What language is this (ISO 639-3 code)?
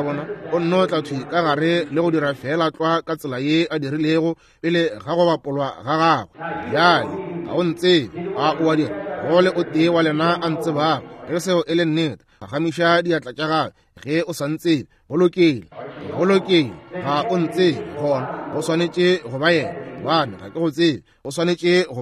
nso